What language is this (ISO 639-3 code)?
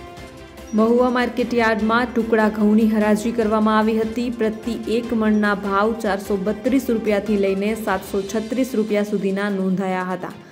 guj